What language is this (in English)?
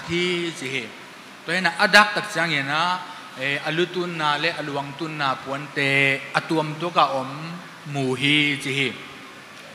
Tedim Chin